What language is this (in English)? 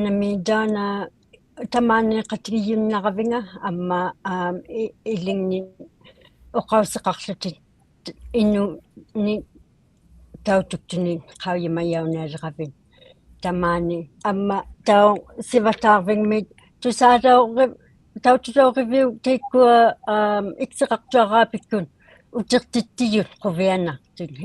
Inuktitut